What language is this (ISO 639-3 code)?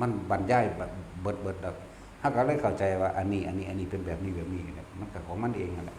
tts